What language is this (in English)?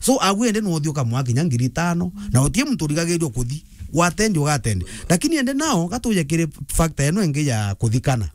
Meru